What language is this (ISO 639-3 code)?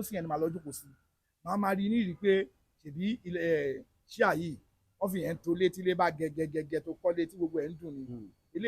yor